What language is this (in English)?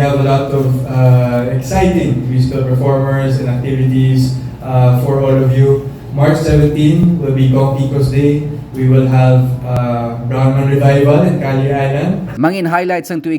Hiligaynon